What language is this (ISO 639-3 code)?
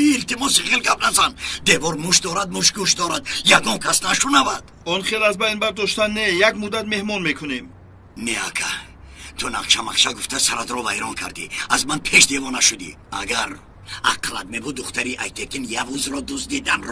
tgk